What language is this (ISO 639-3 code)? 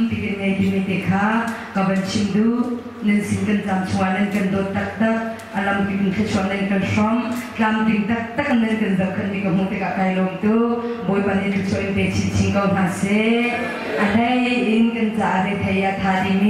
cnh